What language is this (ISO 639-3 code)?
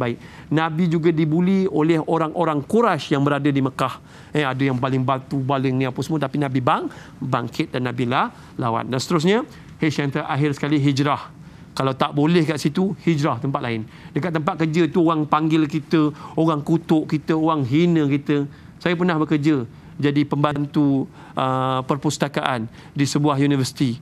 msa